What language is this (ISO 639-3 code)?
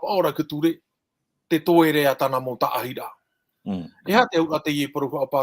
tah